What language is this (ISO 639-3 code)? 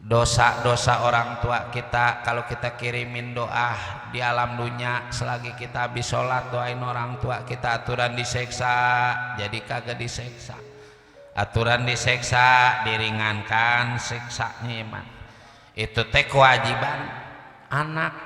bew